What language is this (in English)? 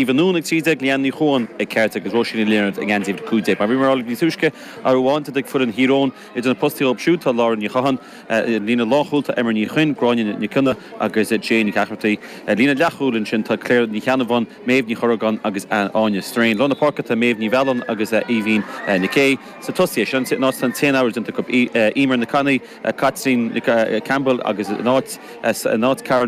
Irish